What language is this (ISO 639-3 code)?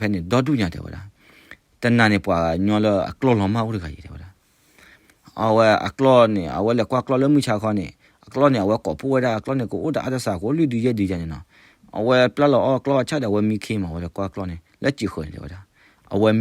ksw